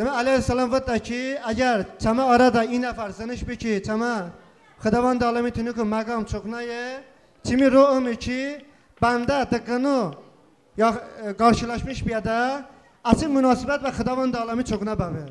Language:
Talysh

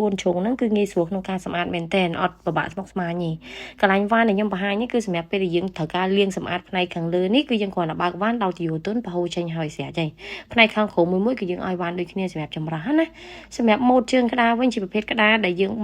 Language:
Khmer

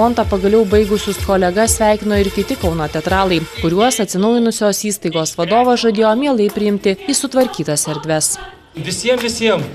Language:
Lithuanian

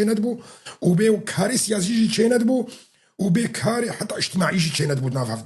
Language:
Kurdish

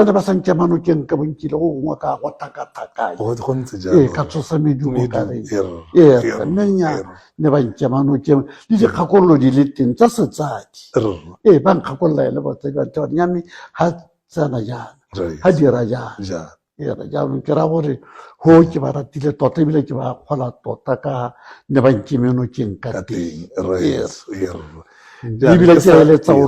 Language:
Tswana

